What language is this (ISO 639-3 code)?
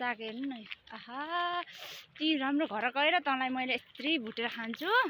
nep